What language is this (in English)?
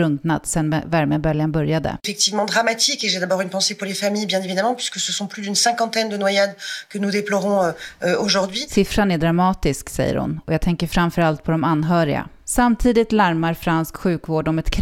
Swedish